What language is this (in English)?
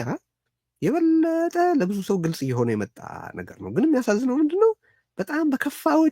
Amharic